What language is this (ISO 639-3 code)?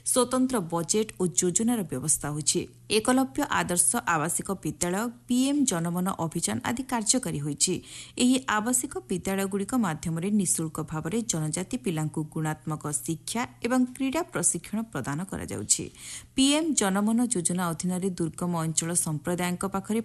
ori